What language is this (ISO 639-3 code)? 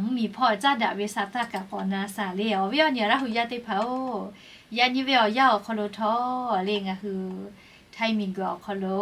lhu